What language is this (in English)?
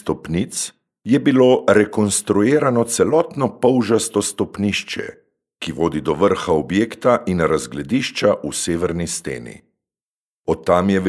Slovenian